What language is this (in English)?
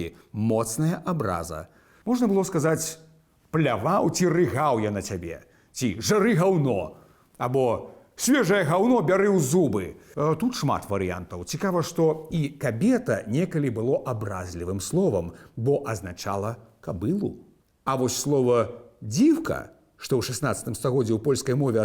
Belarusian